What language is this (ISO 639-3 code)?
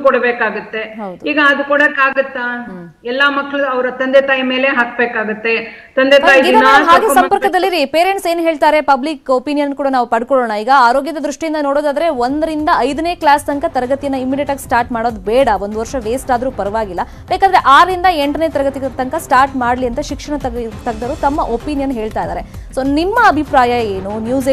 kan